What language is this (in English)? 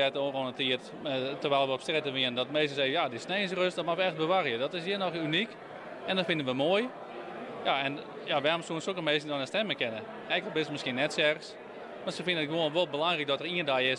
Western Frisian